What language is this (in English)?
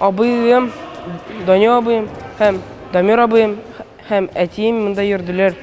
Tatar